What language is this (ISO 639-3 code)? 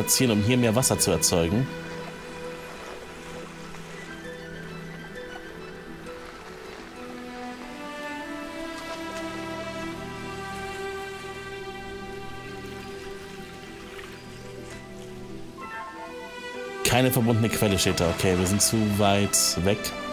deu